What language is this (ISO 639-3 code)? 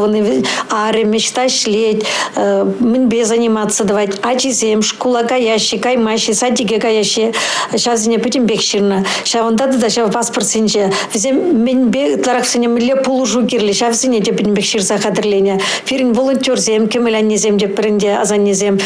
chv